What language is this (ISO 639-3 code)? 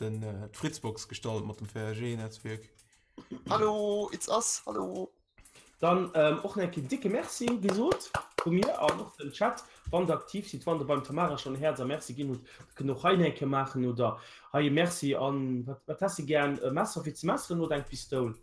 ltz